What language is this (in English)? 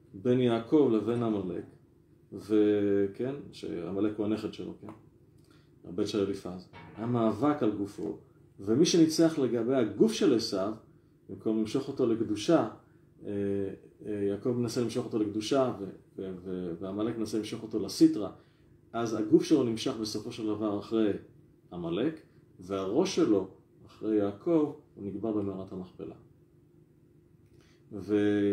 Hebrew